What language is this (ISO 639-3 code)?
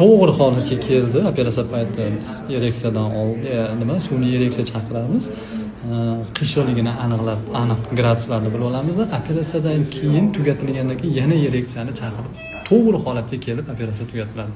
uzb